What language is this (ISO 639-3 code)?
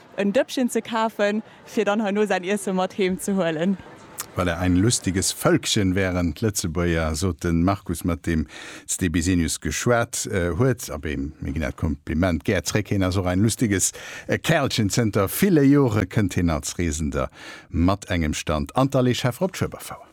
ltz